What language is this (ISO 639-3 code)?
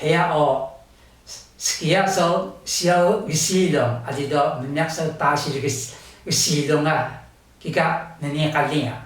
trv